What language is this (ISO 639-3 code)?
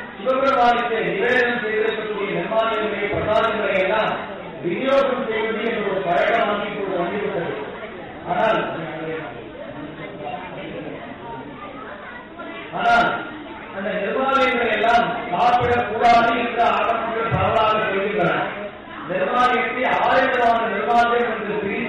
tam